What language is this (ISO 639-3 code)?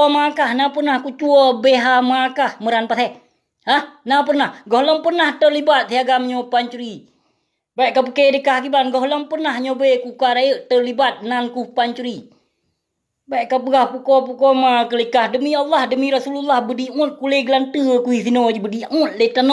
ace